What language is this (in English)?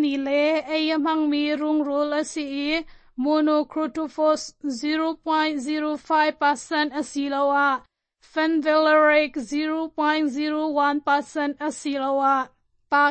Hakha Chin